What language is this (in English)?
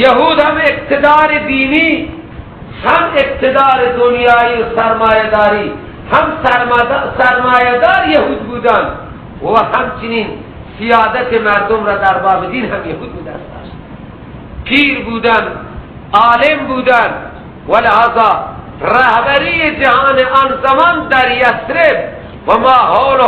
Persian